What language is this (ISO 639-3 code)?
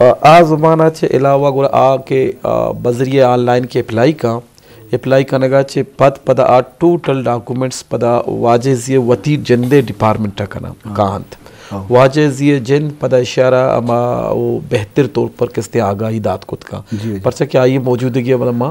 bgp